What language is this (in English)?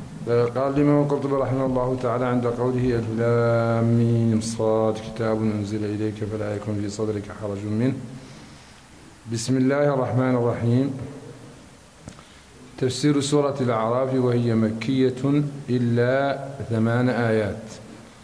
Arabic